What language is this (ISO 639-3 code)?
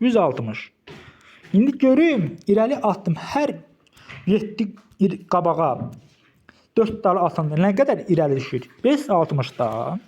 aze